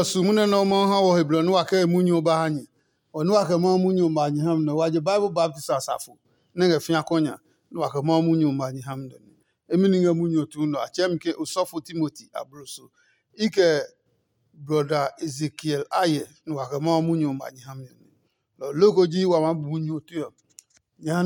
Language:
Adangme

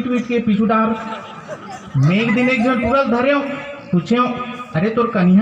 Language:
Chhattisgarhi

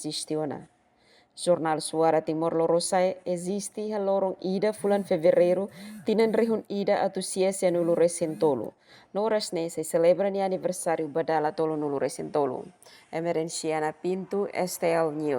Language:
Tetum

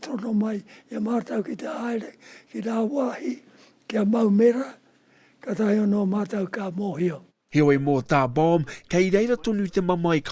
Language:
Māori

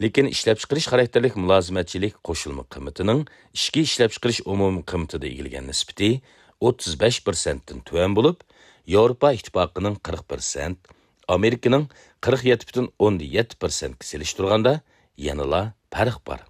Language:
Uyghur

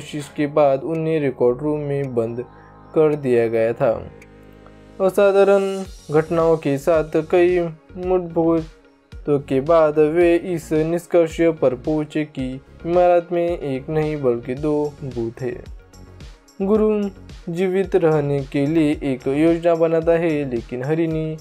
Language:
Hindi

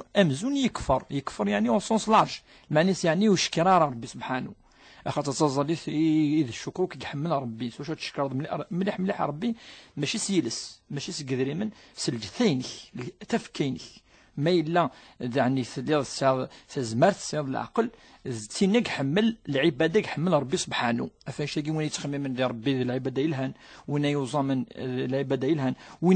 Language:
Kabyle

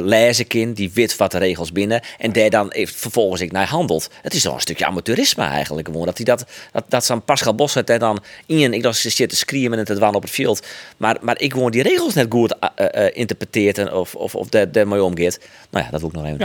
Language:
Western Frisian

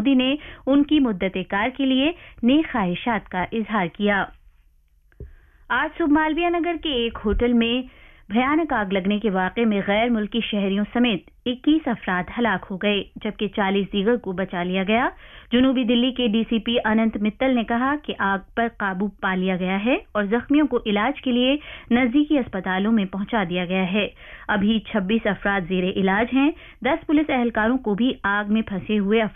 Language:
Urdu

